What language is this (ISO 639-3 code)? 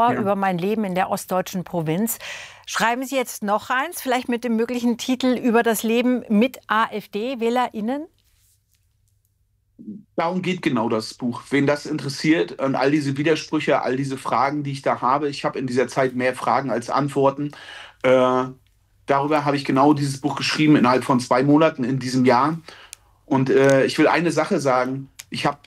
deu